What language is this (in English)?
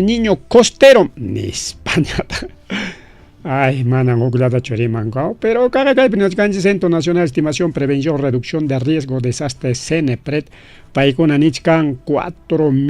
Ayacucho Quechua